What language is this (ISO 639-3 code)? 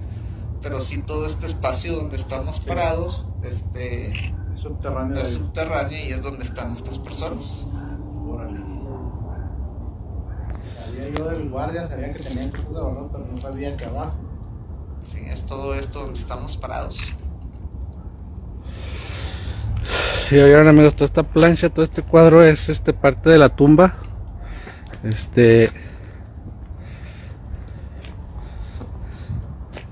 spa